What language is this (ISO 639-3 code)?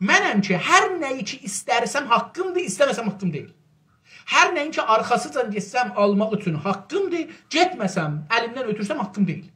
azb